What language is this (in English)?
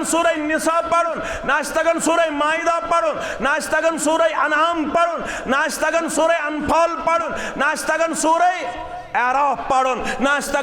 Kashmiri